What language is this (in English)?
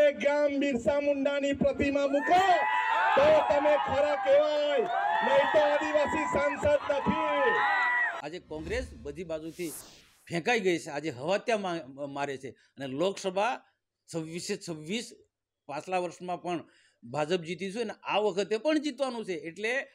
Gujarati